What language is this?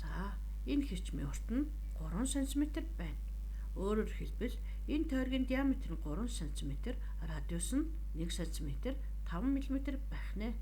Mongolian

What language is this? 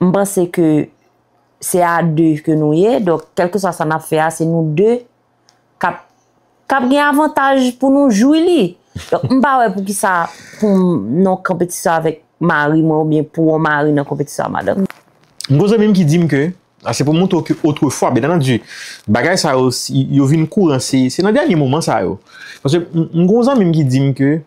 Haitian Creole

